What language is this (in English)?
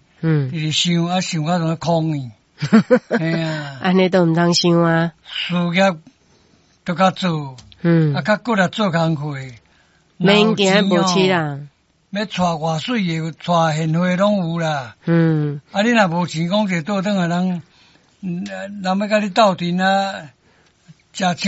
Min Nan Chinese